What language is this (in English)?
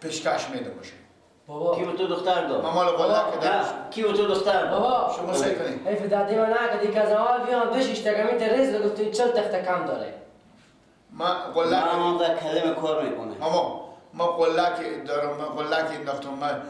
Persian